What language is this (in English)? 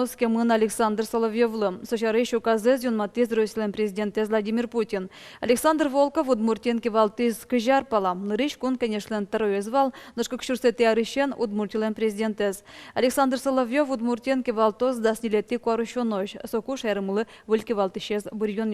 Udmurt